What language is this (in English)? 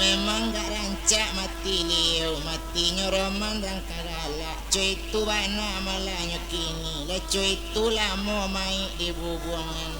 Minangkabau